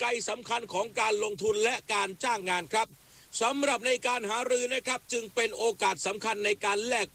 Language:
Thai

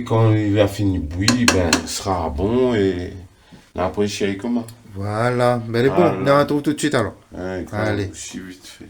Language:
Réunion Creole French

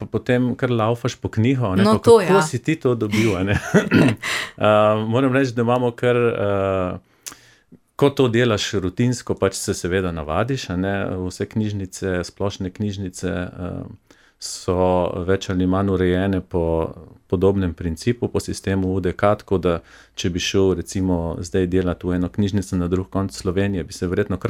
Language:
Slovenian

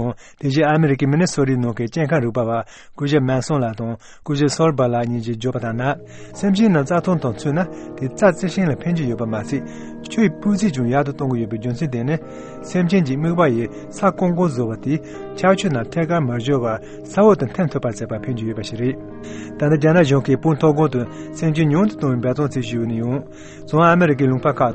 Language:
Tibetan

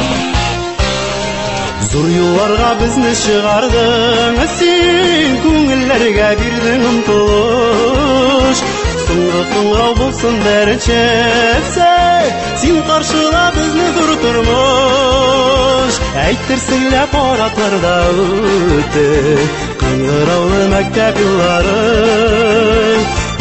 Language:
Tatar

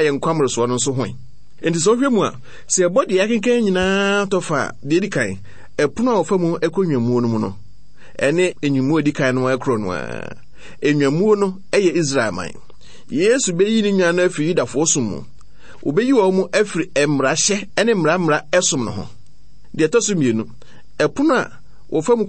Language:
Akan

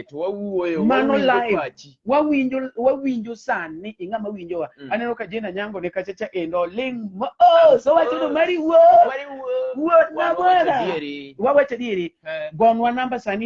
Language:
Luo (Kenya and Tanzania)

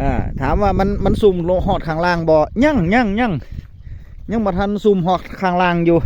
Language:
Northeastern Thai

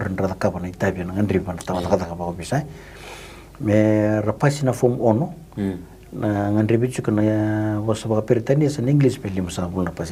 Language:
Fijian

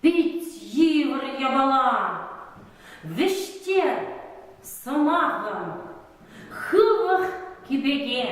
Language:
Chuvash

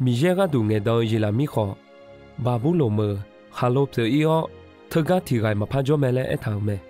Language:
Akha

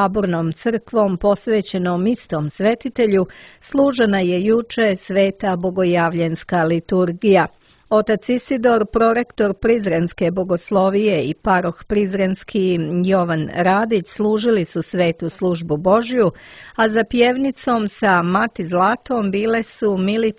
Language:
Serbian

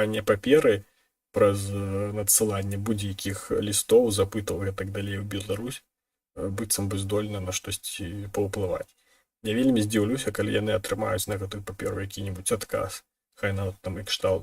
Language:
Belarusian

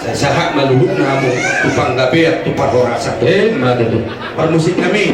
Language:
Batak Toba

